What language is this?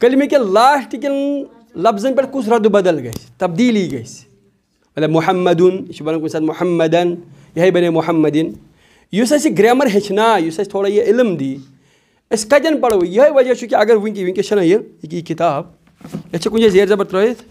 Kashmiri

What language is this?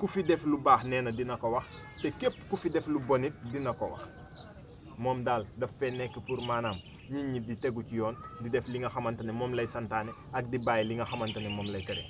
Wolof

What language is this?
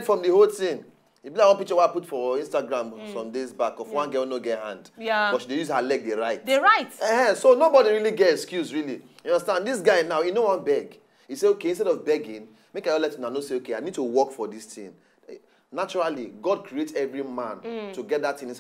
Nigerian Pidgin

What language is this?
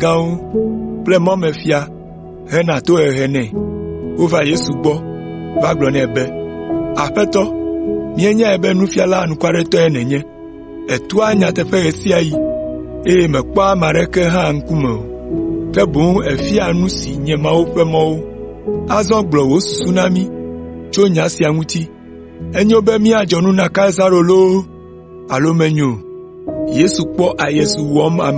Ewe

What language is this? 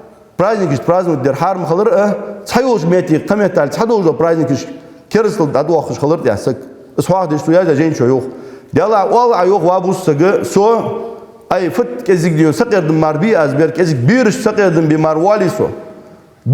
Ingush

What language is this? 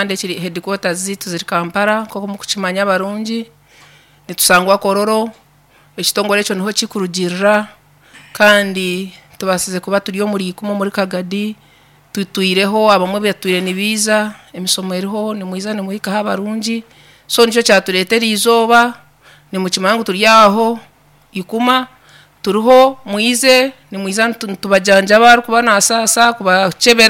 Nyankole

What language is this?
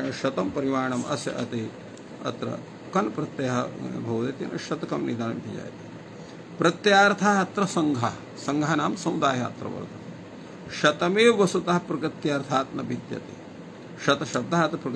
Sanskrit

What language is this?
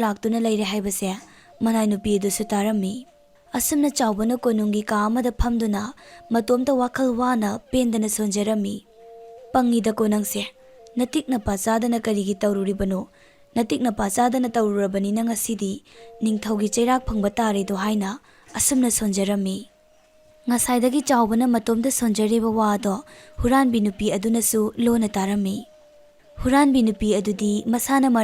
Manipuri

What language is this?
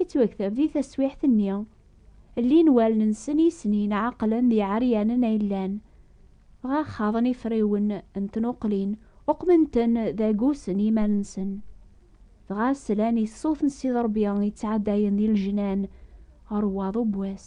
Kabyle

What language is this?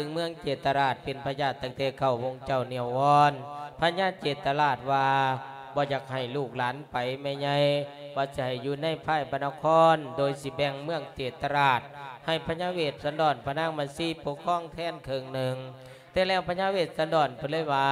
Lao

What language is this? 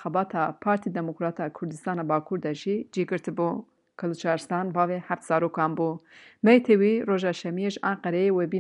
Kurdish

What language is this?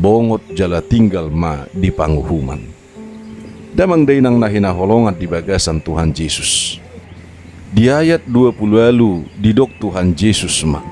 Batak Toba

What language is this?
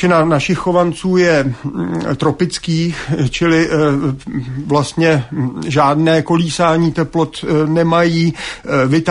Czech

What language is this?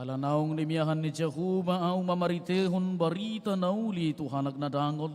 Batak Toba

